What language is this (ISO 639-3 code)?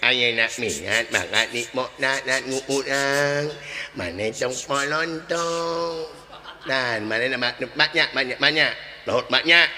sun